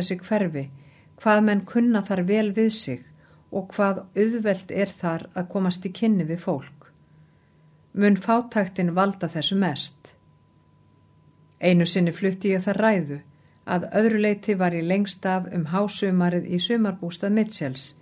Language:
Icelandic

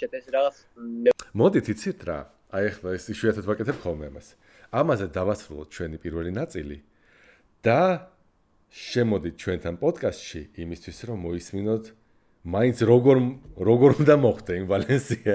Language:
Georgian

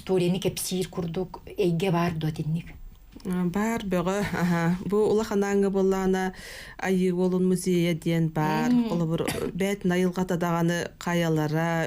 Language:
Yakut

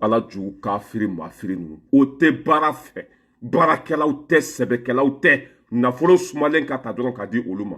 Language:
Bambara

